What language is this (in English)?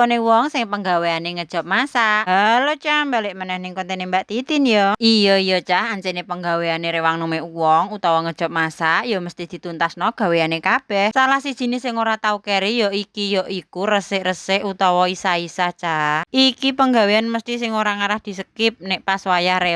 Javanese